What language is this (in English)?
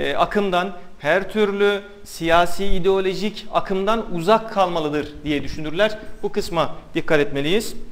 Turkish